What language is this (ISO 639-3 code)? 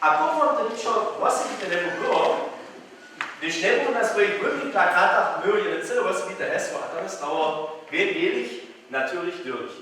hsb